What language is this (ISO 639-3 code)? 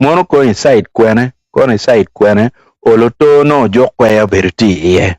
ach